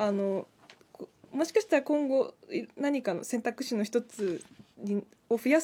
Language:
Japanese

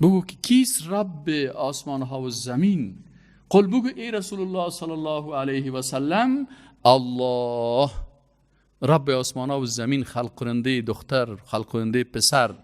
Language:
Persian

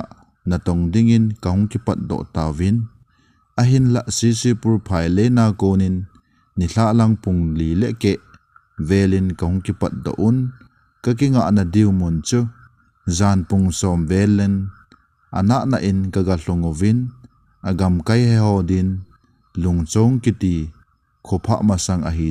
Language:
Thado Chin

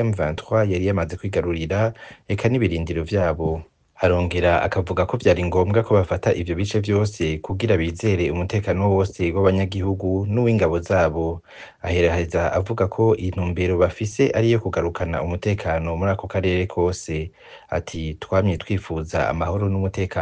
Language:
Rundi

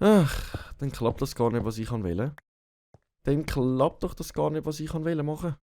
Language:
Swiss German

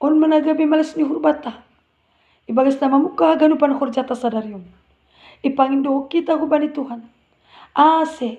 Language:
Batak Simalungun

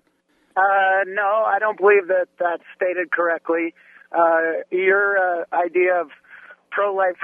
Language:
English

